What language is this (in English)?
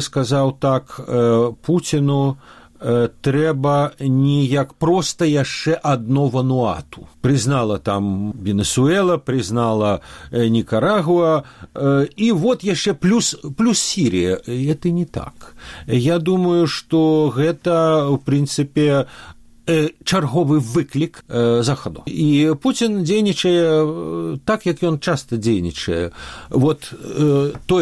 Belarusian